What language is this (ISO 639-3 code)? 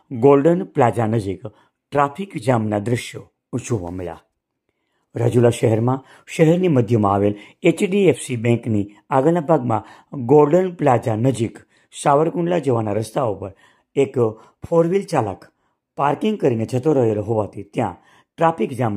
guj